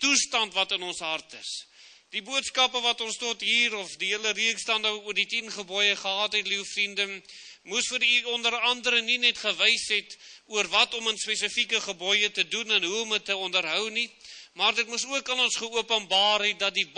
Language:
Afrikaans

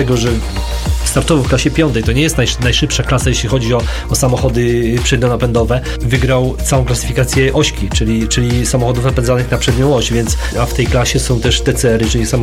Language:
Polish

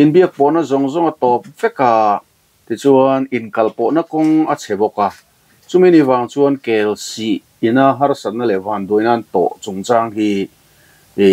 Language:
Mizo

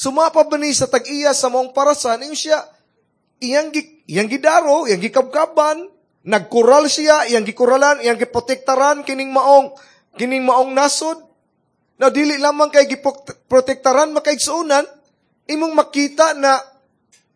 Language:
Cebuano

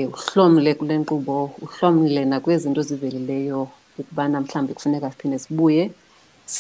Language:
Xhosa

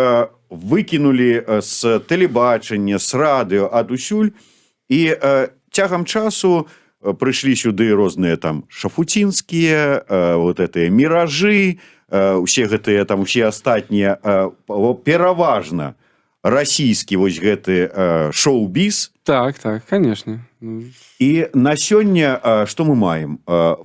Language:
Belarusian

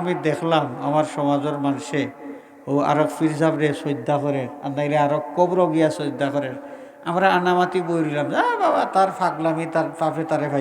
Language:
Sylheti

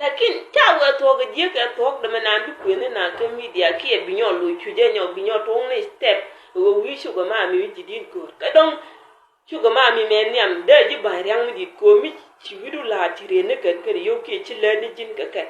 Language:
Nuer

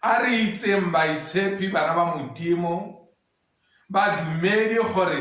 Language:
Tswana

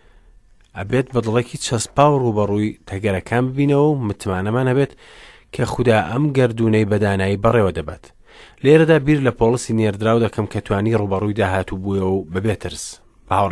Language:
Central Kurdish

